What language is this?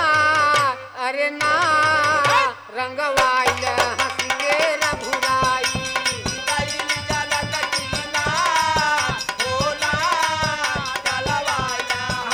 Bhojpuri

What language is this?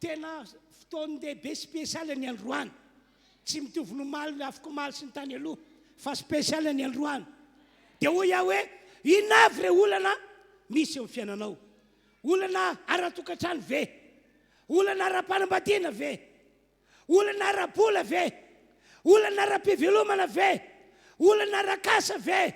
Malagasy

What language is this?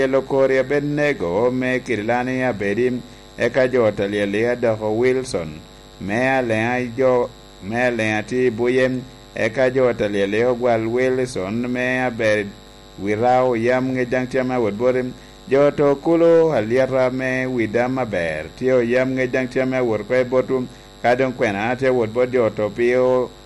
Lango (Uganda)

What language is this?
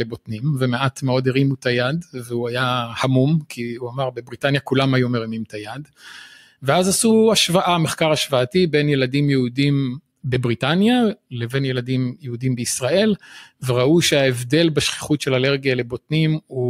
Hebrew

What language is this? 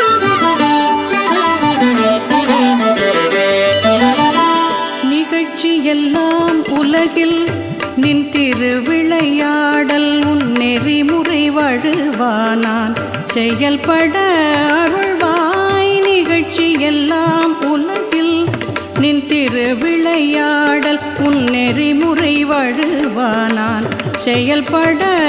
Tamil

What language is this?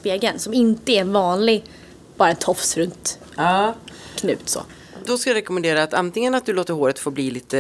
Swedish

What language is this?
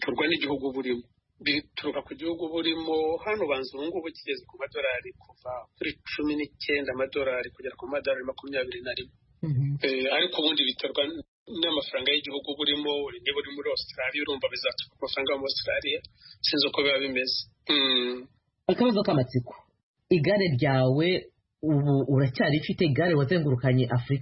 Kinyarwanda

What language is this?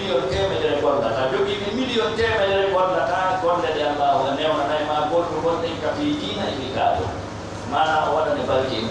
Fula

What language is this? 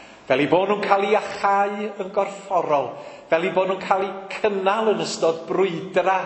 Welsh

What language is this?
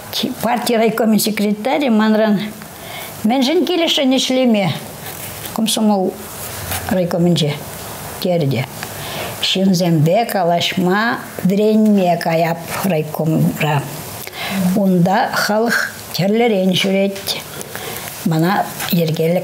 Chuvash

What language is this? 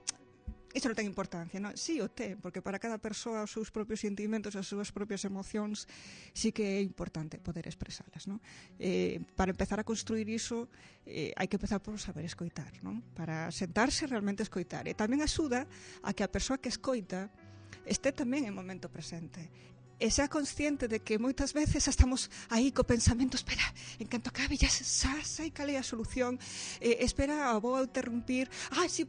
Galician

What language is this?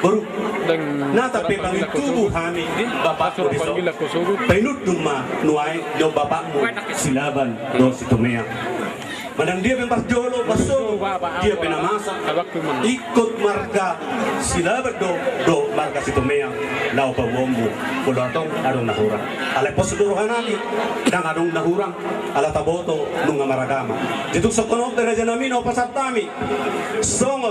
Batak Toba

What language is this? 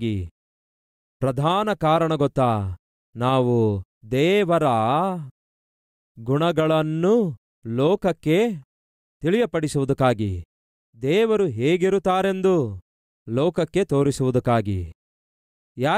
Kannada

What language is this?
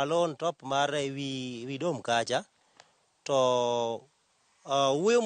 Luo (Kenya and Tanzania)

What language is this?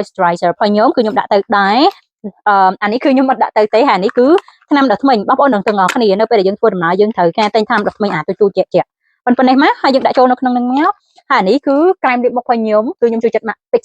Khmer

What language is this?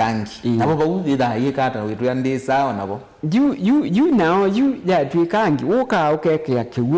Kamba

